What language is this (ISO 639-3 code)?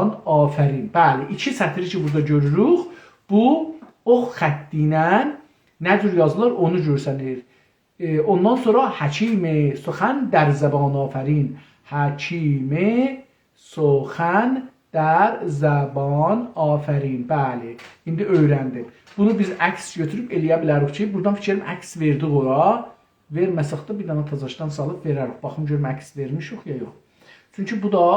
azb